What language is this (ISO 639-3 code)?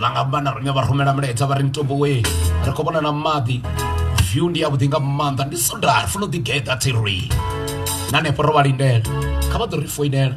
ven